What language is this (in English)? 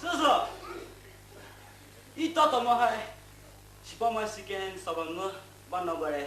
Poumei Naga